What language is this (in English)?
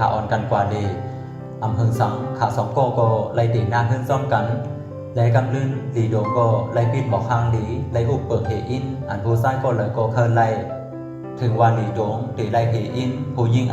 Shan